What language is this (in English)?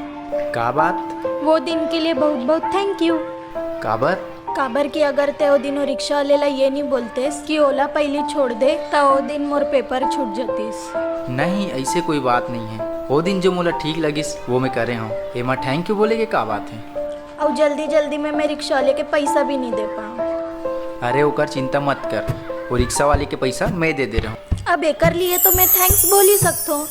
Chhattisgarhi